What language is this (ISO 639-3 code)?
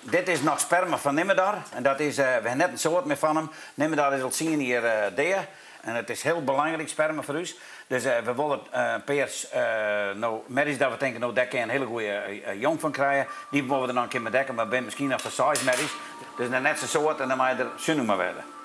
fry